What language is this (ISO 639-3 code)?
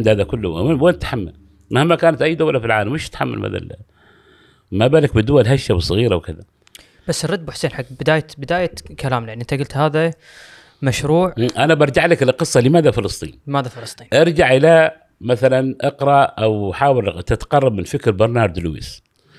afb